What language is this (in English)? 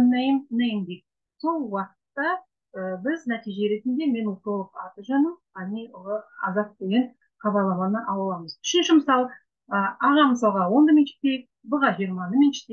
Kazakh